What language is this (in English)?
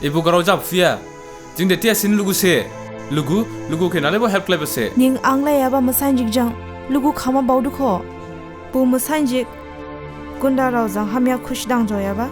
Dimasa